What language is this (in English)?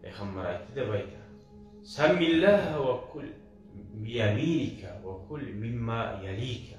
Kumyk